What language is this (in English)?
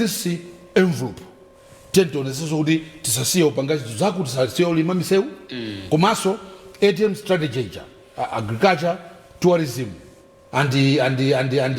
Nyanja